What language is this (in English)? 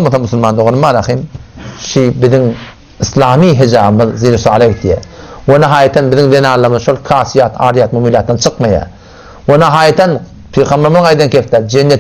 Turkmen